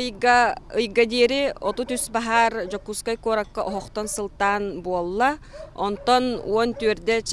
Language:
Yakut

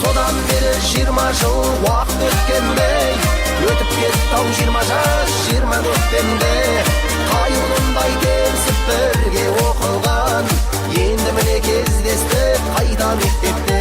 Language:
Kara-Kalpak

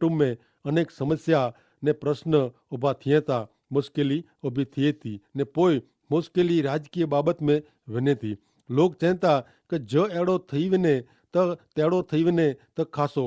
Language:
Kachhi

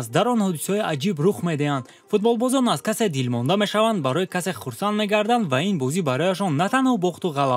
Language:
Tajik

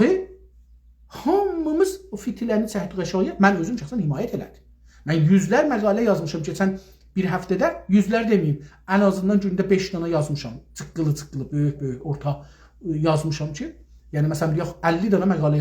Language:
South Azerbaijani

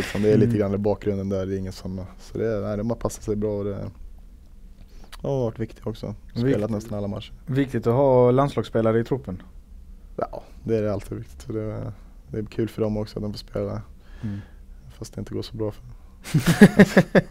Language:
Swedish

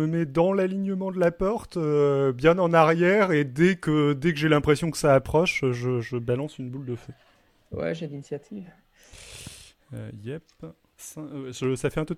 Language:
French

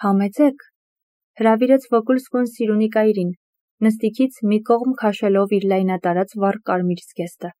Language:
Armenian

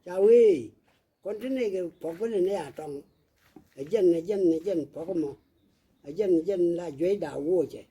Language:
Nuer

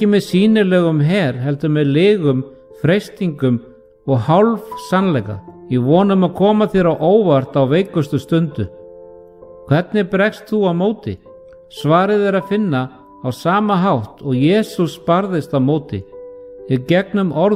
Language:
Icelandic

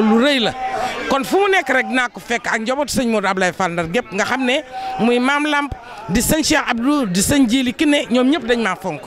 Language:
Wolof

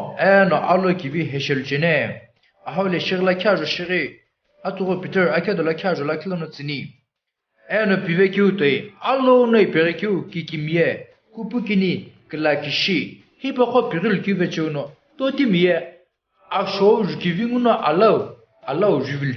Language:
Sumi Naga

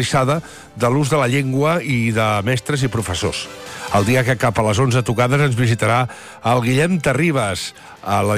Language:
Catalan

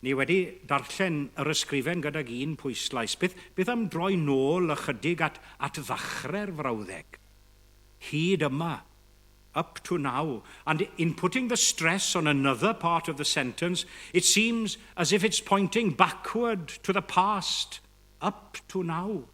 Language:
Welsh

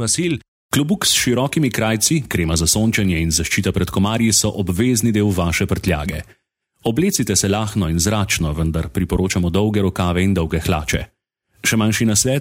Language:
Slovenian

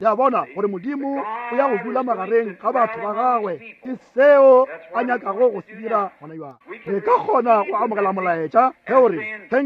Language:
Northern Sotho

